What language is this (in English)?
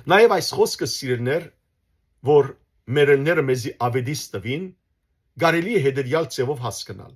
Western Armenian